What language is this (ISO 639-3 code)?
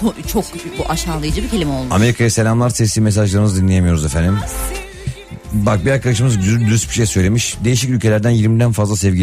tur